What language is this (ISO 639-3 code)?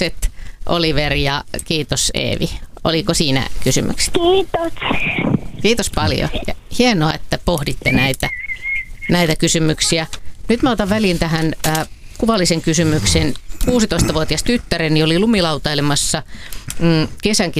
fin